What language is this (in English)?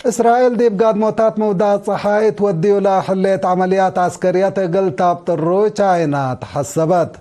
Tigre